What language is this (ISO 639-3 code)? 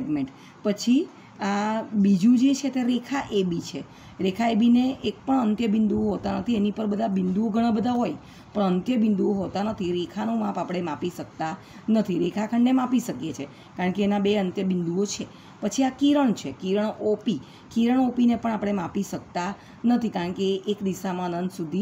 guj